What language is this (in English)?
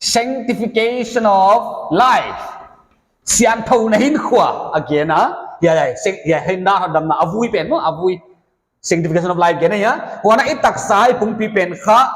Paite Chin